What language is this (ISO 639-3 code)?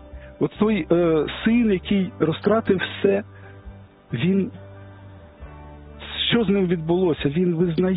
ukr